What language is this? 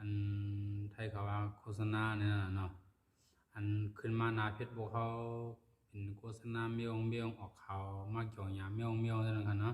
Shan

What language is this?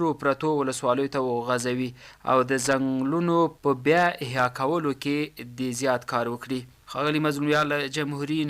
Pashto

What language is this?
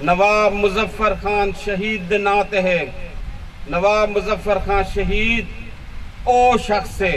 Saraiki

